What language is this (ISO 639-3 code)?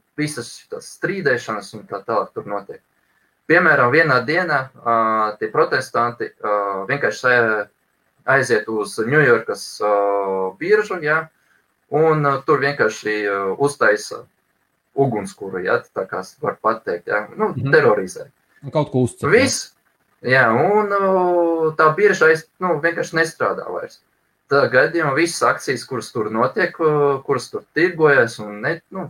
lav